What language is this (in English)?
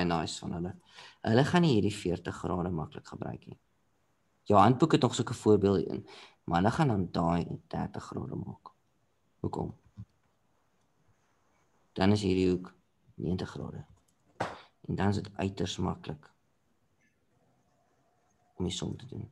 Afrikaans